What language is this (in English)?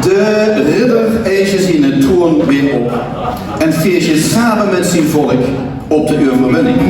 Limburgish